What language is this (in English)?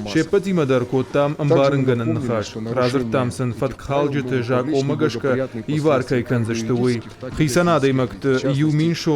Ossetic